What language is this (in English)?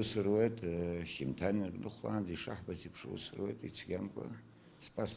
Abkhazian